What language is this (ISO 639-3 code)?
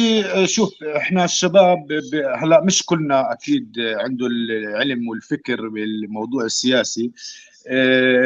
apc